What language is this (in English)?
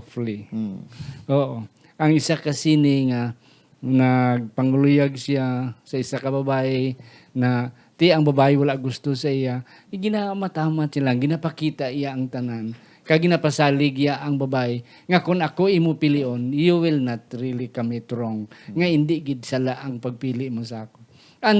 Hiligaynon